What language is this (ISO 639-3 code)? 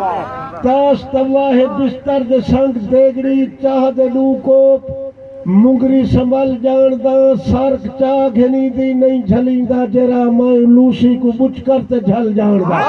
skr